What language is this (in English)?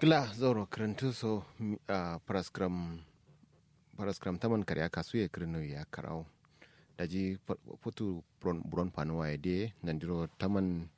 Kanuri